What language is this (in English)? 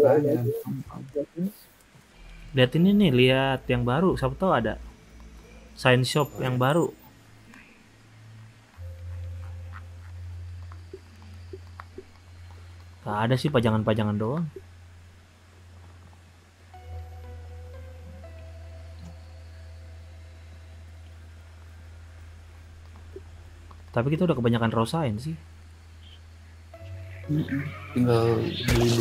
Indonesian